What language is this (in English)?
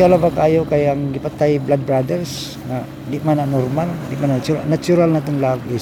Cebuano